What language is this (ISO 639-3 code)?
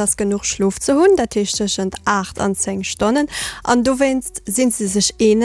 ltz